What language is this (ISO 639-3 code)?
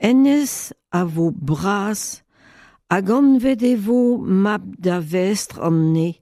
bre